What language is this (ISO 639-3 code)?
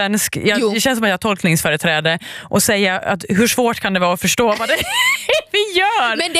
swe